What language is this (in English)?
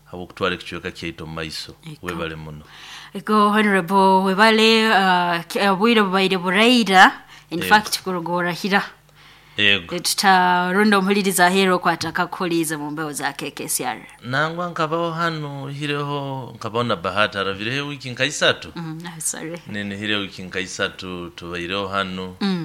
Nyoro